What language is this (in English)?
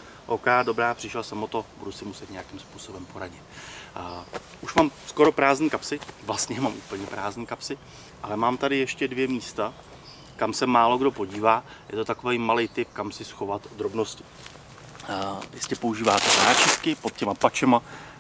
Czech